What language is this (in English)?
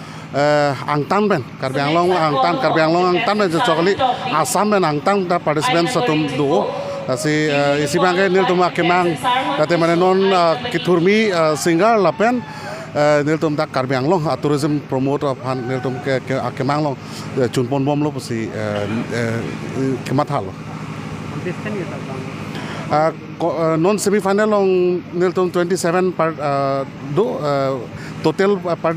Karbi